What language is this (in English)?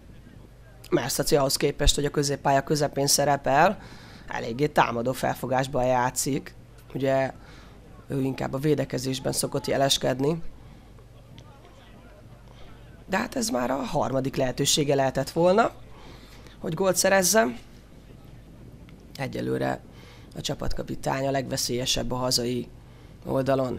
Hungarian